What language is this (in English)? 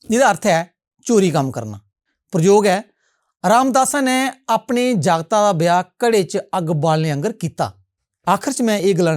Dogri